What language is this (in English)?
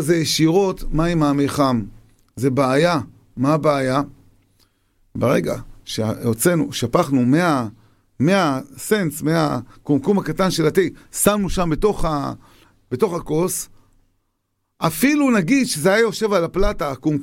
Hebrew